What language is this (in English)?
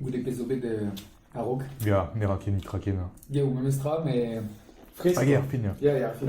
Breton